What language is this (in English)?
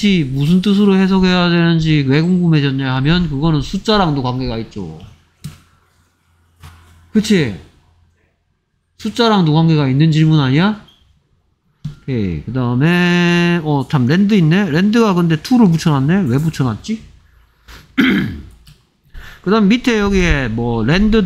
Korean